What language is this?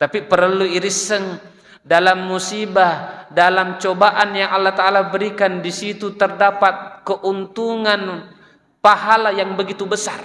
Buginese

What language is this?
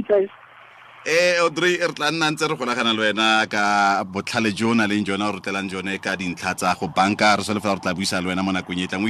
Tswana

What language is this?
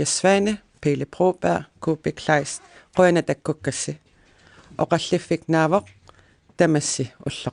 Kalaallisut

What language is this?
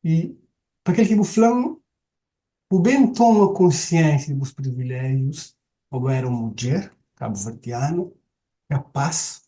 Kabuverdianu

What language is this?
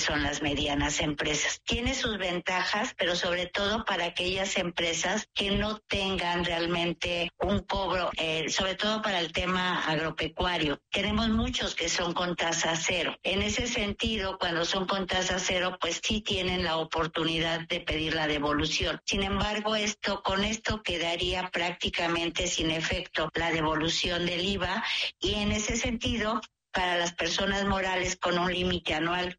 Spanish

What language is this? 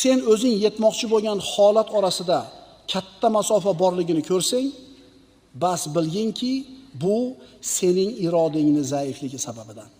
Uzbek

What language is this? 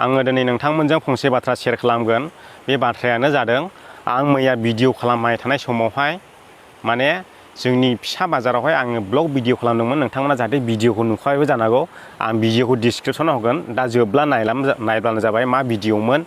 Bodo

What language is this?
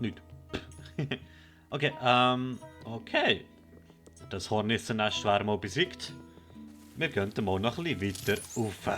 Swiss German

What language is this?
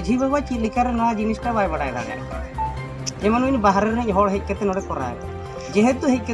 Santali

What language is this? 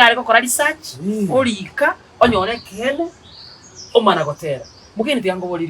Gusii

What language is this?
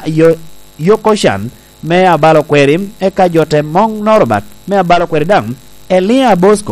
Lango (Uganda)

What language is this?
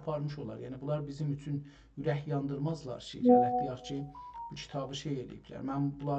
South Azerbaijani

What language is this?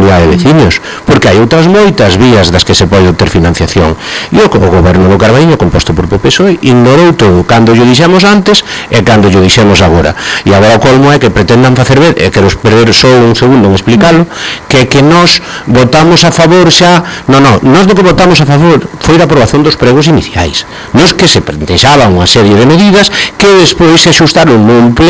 Galician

